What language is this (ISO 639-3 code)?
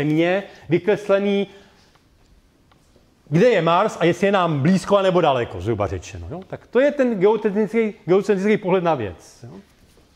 ces